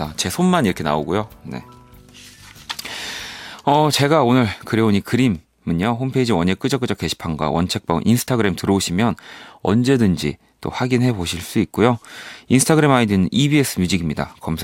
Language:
Korean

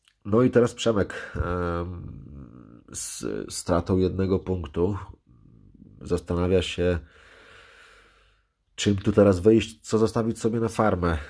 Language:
Polish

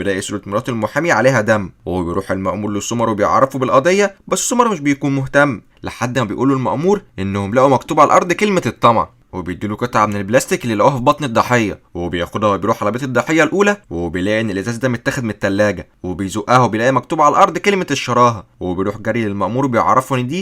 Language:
Egyptian Arabic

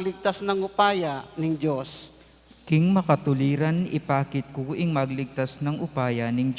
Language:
Pampanga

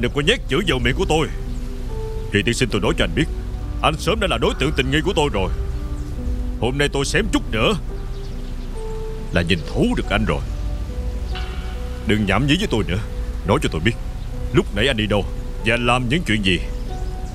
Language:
Vietnamese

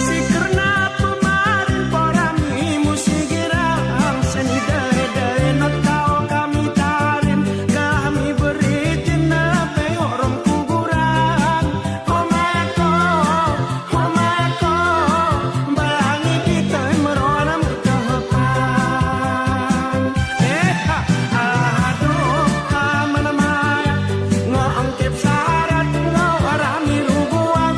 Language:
Gayo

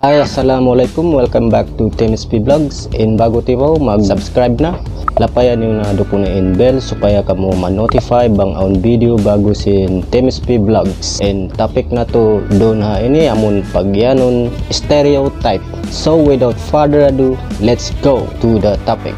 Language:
Tausug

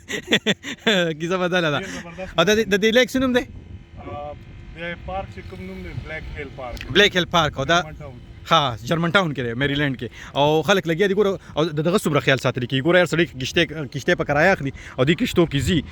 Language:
Pashto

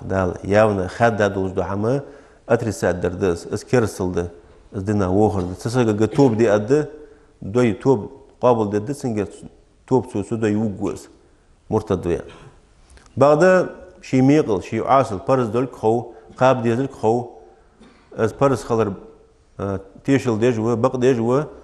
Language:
Ingush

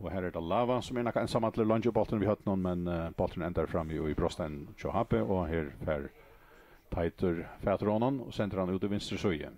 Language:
Faroese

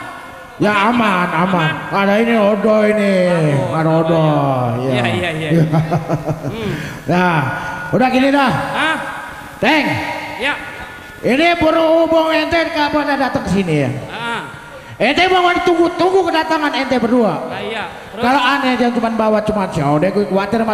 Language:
Betawi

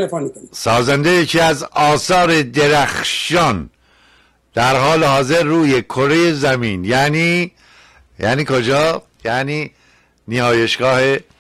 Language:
Persian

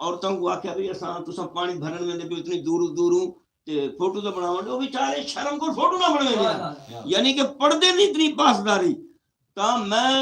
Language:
Saraiki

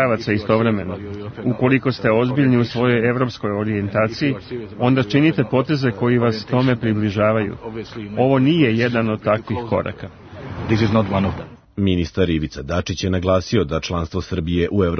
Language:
Serbian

